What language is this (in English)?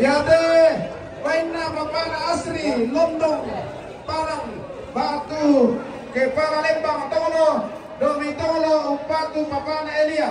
Toraja-Sa'dan